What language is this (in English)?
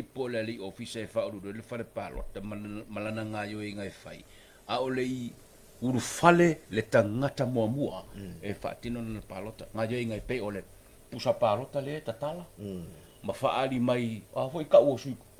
Samoan